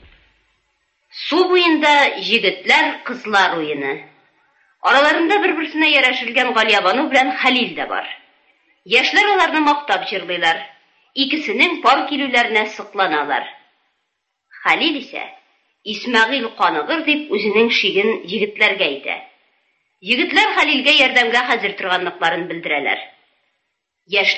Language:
Tatar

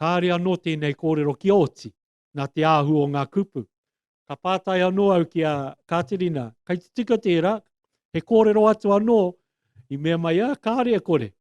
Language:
Māori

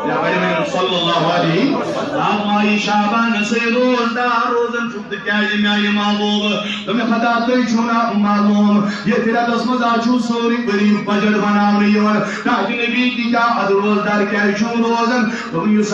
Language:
Kashmiri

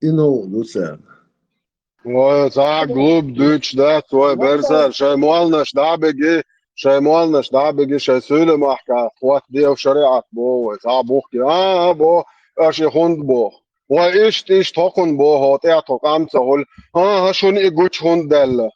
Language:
Chechen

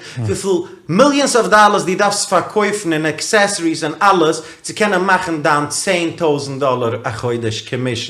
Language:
Yiddish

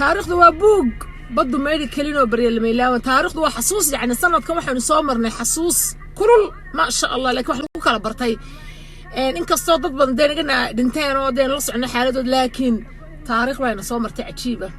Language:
Somali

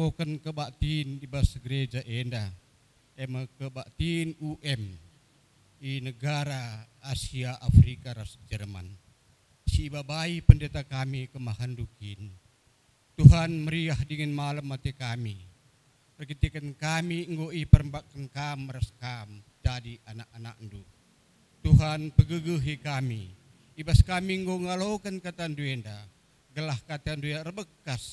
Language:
Batak Karo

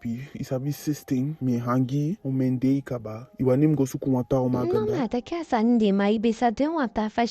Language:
Eastern Maroon Creole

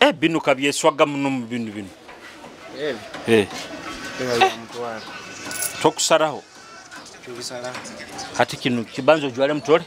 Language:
Nyoro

